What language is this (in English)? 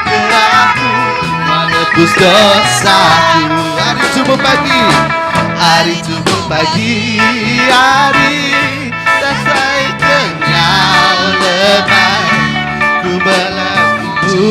Iban